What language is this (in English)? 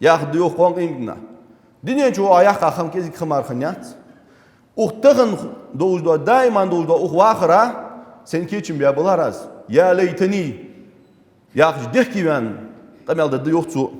Ingush